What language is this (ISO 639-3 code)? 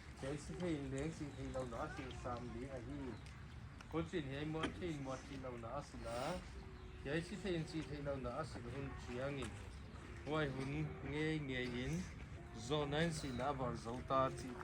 pck